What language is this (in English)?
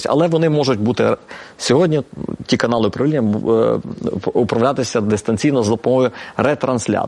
Ukrainian